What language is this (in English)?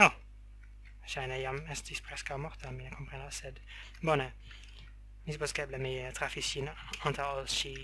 Esperanto